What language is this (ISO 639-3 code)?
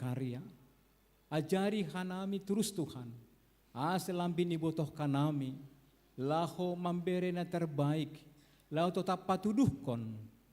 bts